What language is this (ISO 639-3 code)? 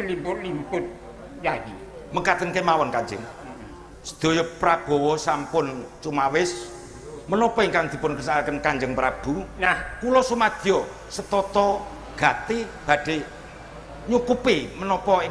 jav